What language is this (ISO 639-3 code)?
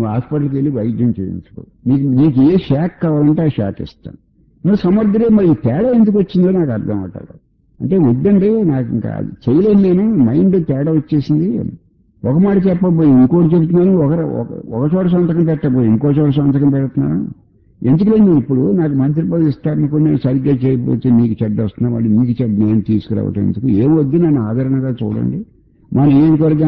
tel